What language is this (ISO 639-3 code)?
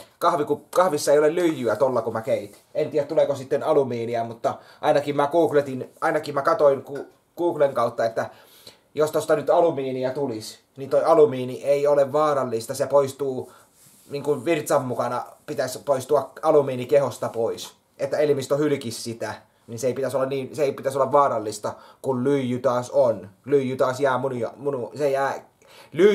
fin